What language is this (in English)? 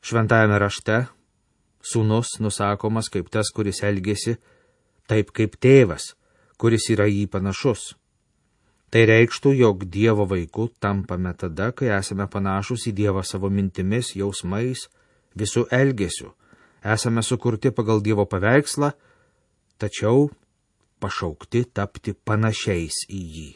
Lithuanian